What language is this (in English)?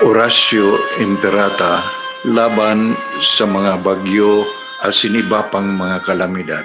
Bikol